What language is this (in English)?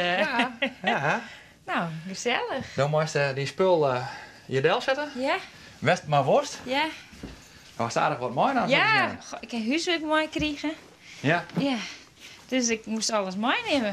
Western Frisian